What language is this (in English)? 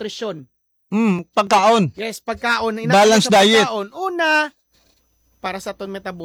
Hiligaynon